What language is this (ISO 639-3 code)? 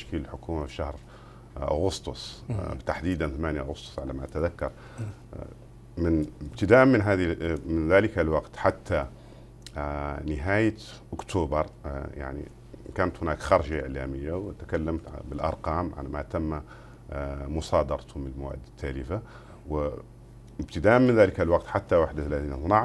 ara